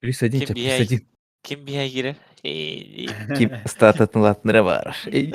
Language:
Yakut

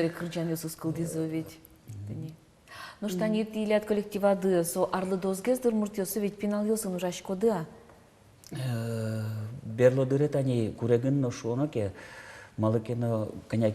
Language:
Udmurt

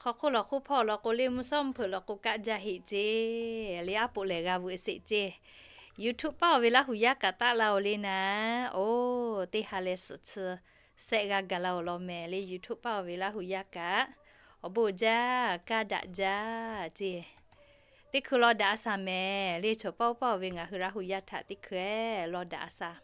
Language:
Lahu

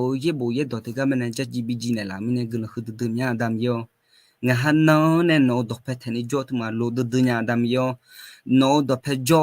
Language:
Akha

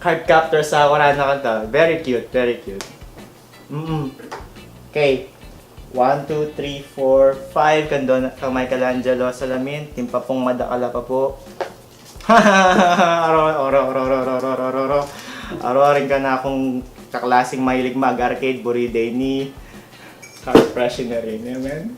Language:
Pampanga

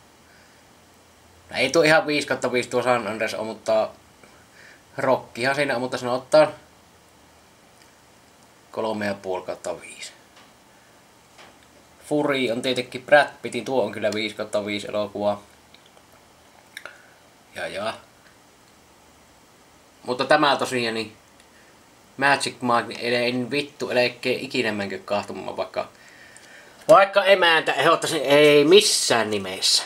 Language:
Finnish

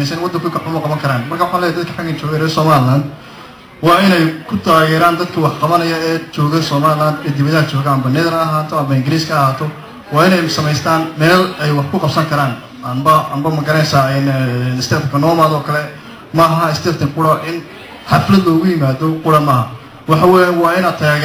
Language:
Somali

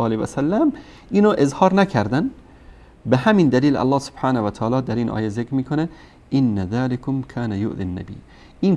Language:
Persian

